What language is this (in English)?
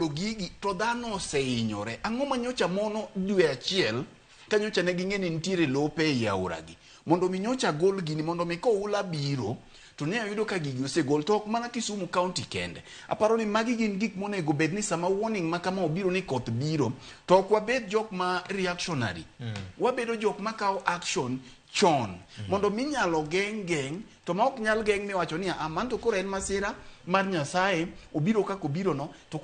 Luo (Kenya and Tanzania)